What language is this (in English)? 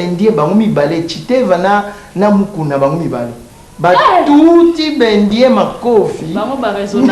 Lingala